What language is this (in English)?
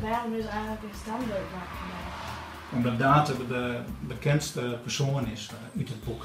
Western Frisian